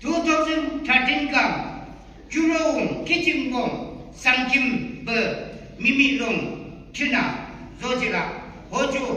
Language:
Yimchungru Naga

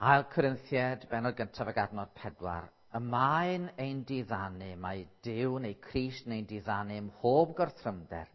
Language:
Welsh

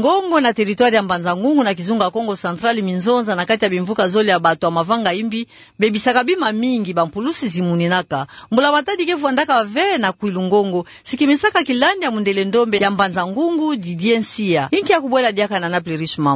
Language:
Kituba (Democratic Republic of Congo)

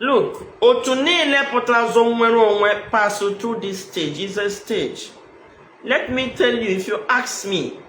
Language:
Igbo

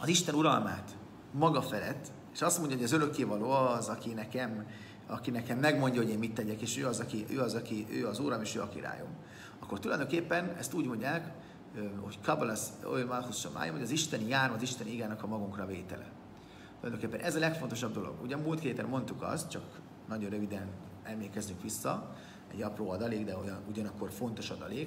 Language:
Hungarian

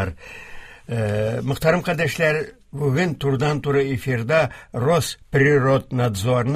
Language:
Tatar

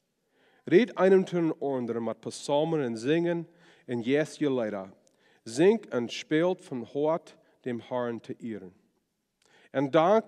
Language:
Plautdietsch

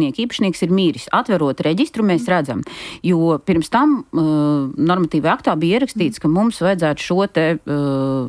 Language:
Latvian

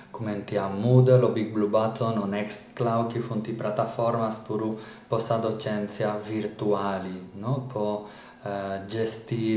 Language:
Sardinian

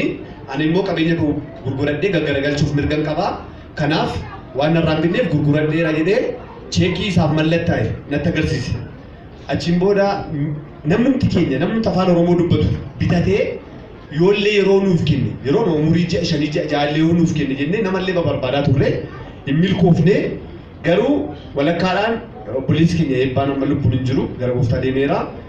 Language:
Oromo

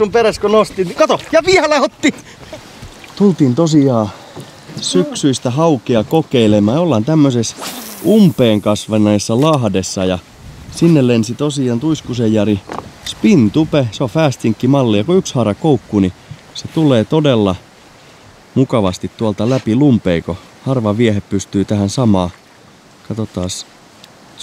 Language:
Finnish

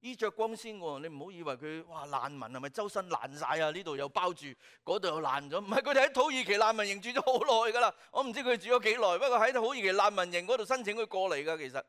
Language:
Cantonese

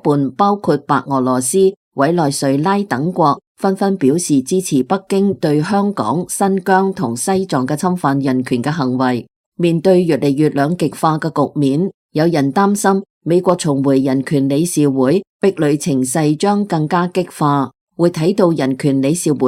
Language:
Cantonese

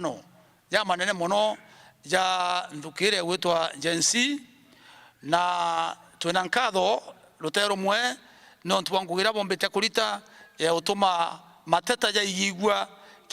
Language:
Meru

